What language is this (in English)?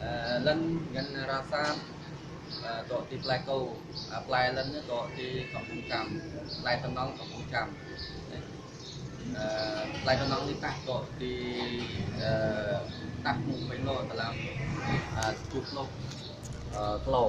Achinese